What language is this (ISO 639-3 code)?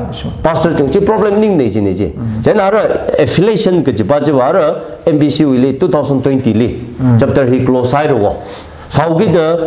nmf